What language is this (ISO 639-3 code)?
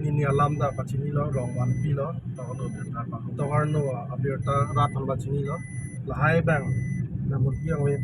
mjw